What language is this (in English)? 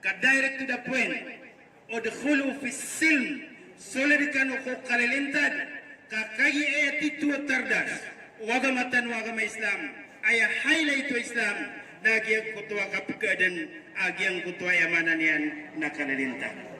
Maranao